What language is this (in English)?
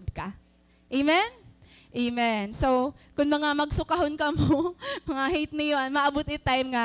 Waray